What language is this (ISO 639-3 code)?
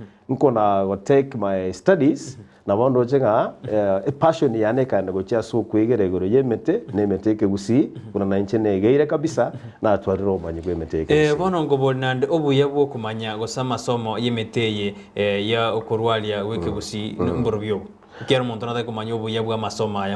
guz